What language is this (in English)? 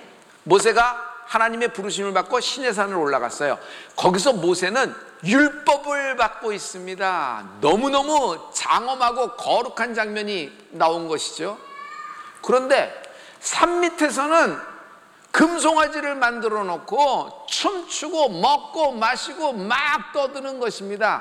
Korean